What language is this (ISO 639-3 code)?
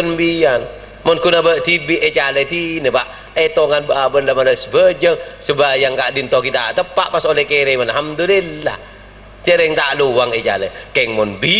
mad